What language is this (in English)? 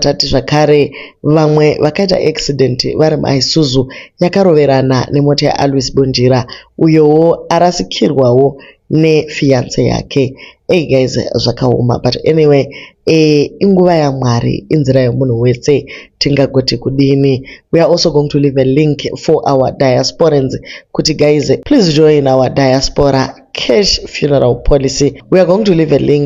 Shona